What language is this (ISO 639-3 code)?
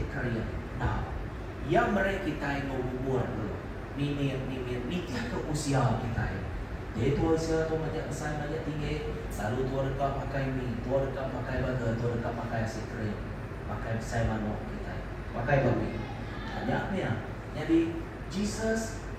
iba